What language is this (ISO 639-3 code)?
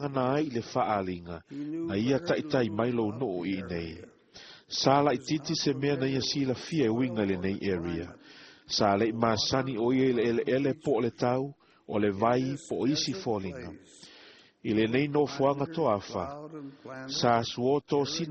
smo